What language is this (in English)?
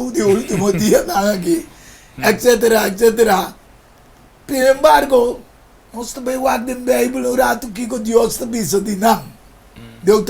Papiamento